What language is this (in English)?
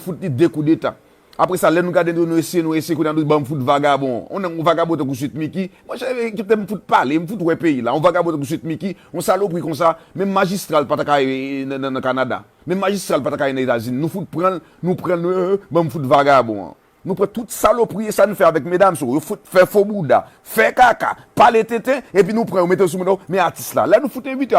Haitian Creole